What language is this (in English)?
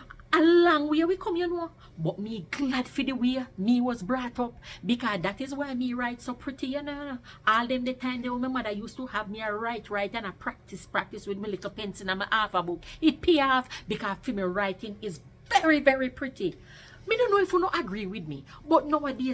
Jamaican Creole English